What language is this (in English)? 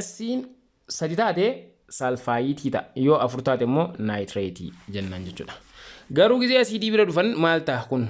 Oromo